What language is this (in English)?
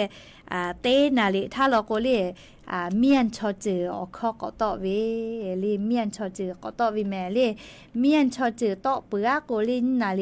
Lahu